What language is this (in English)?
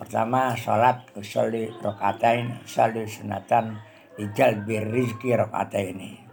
Javanese